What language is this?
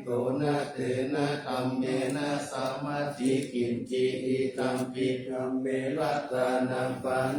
Pali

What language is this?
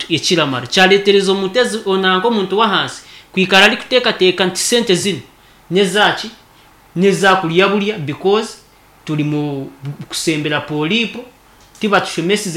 Nyankole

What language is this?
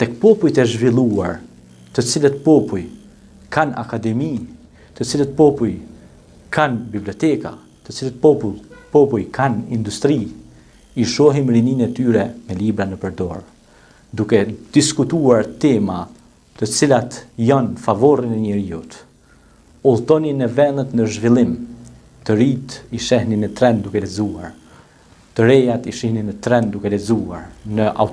Albanian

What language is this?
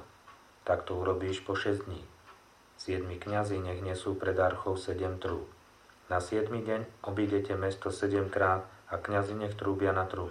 Slovak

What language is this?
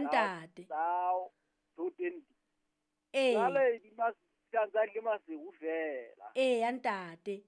Southern Sotho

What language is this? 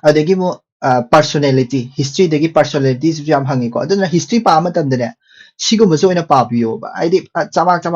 Manipuri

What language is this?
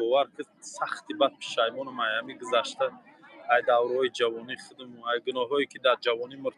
Tajik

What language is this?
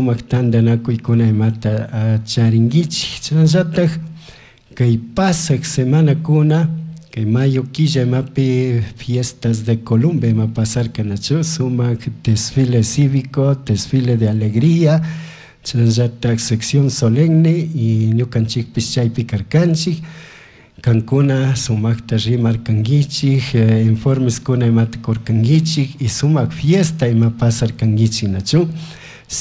Chimborazo Highland Quichua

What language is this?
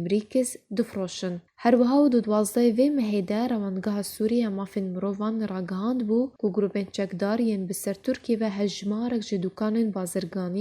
Kurdish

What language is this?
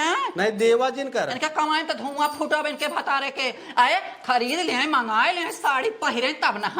Awadhi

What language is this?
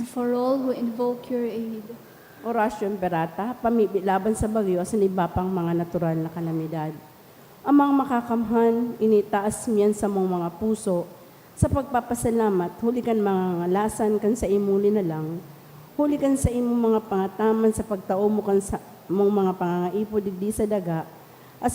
Bikol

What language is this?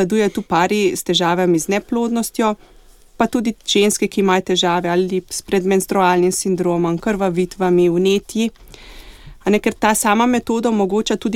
Slovenian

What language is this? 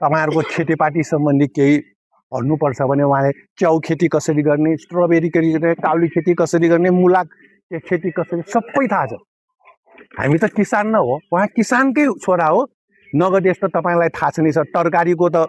Nepali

